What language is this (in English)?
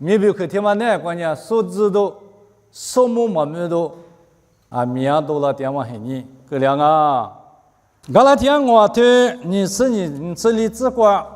Lisu